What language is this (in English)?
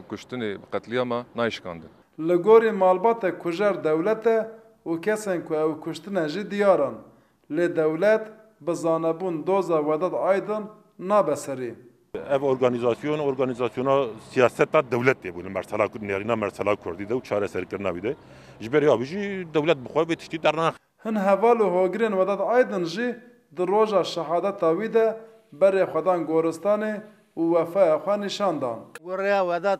Kurdish